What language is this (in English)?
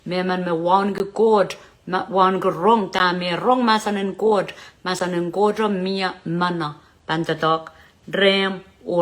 Pohnpeian